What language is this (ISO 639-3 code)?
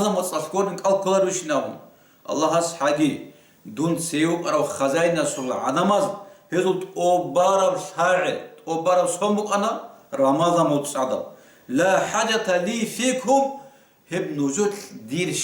ava